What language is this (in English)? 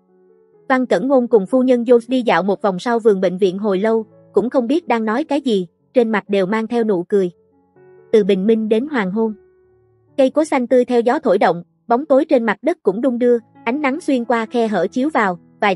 Vietnamese